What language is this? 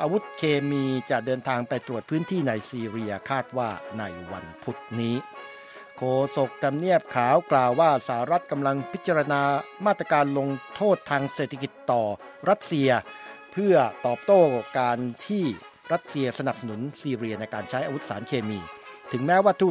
Thai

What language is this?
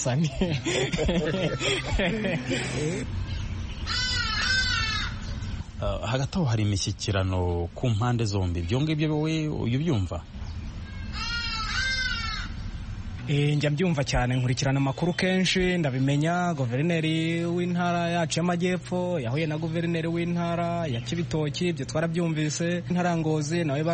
Kinyarwanda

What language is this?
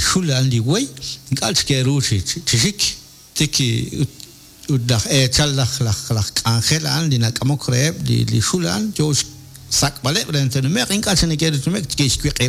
Kekchí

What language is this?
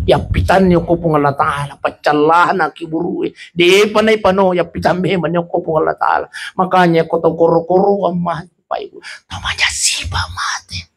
Buginese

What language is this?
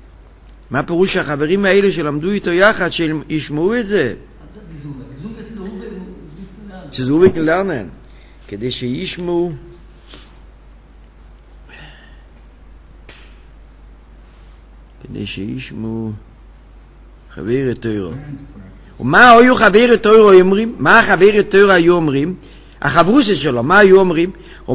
Hebrew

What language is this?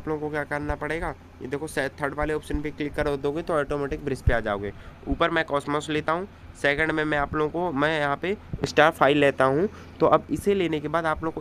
Hindi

